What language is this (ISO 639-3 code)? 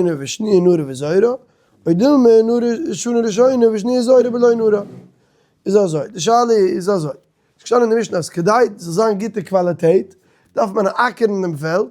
yid